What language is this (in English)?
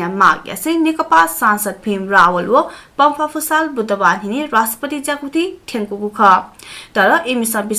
Newari